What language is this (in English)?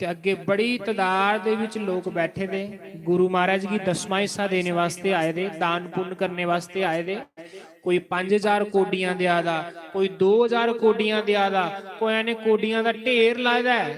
Dogri